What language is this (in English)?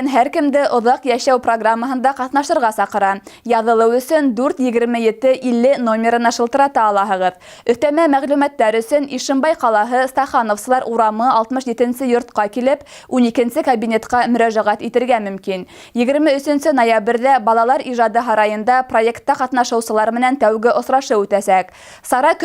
Bashkir